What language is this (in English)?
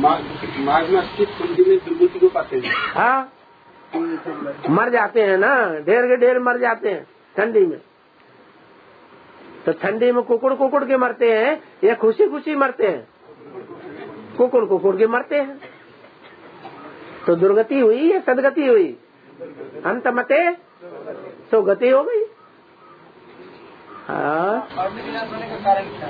Hindi